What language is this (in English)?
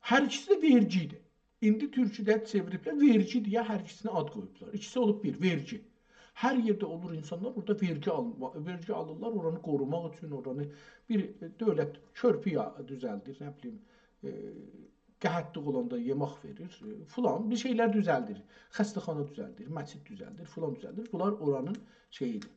South Azerbaijani